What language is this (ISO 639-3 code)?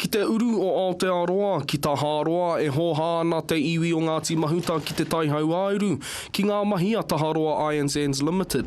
mri